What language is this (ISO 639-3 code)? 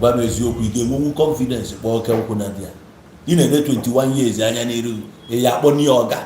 ibo